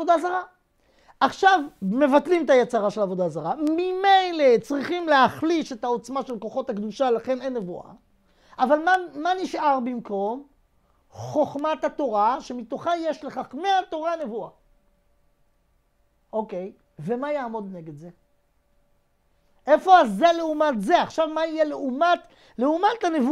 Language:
Hebrew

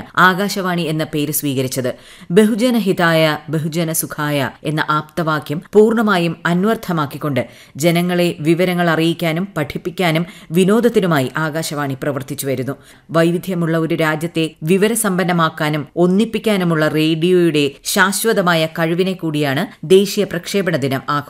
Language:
Malayalam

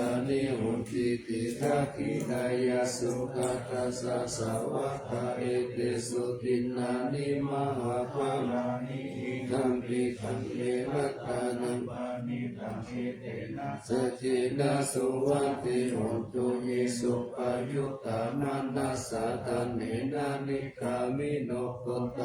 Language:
Pali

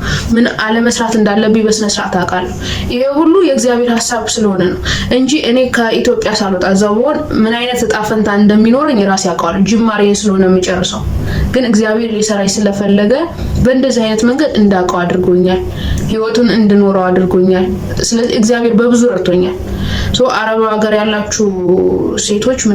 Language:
Amharic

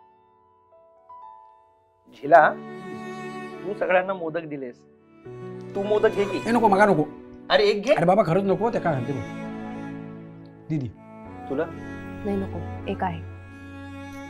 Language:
Marathi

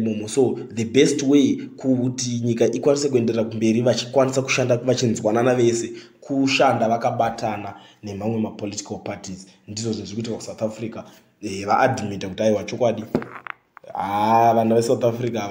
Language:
Shona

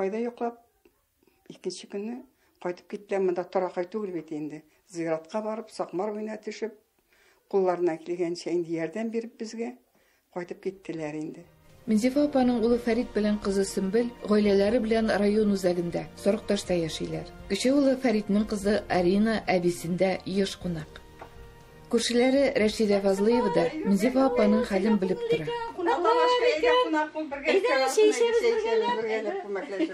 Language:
Tatar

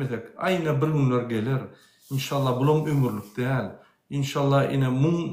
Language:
Turkmen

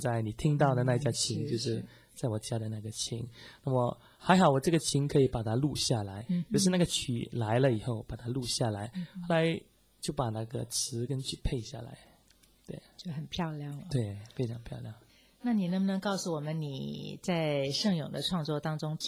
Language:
Chinese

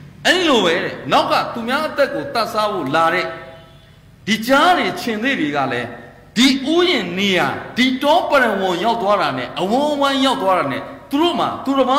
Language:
Burmese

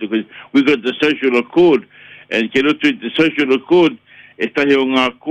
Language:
Māori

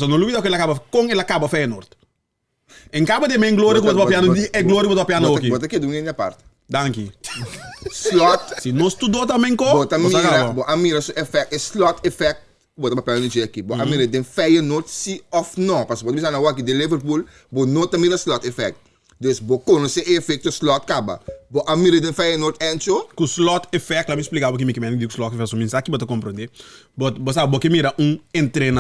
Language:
Papiamento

